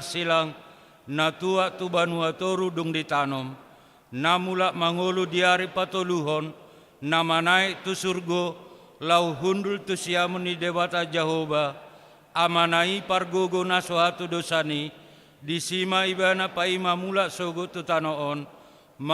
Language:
Batak Toba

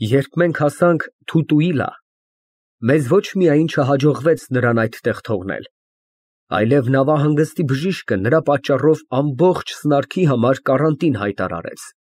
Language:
Armenian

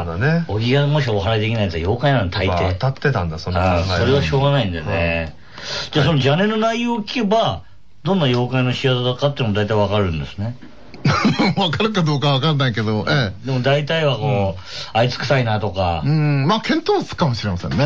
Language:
Japanese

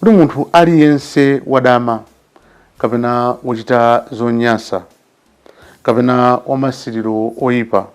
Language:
Nyanja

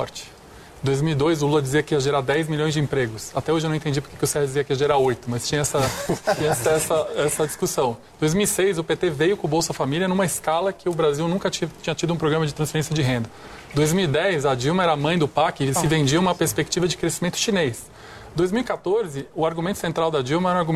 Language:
Portuguese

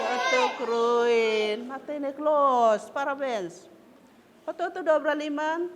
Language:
Tetum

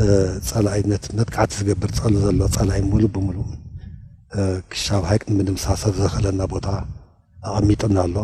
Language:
Tigrinya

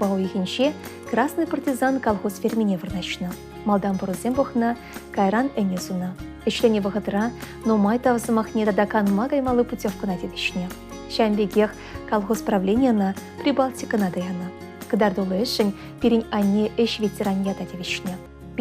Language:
Chuvash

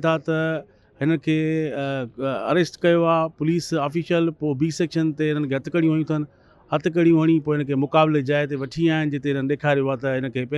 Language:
Sindhi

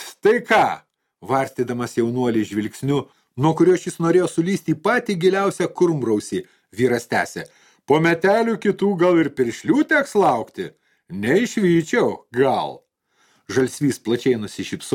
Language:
Lithuanian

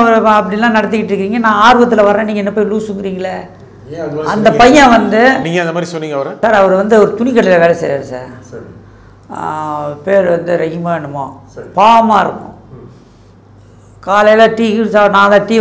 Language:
Tamil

